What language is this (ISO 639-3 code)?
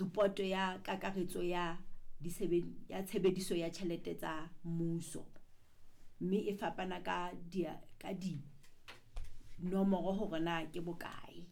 sot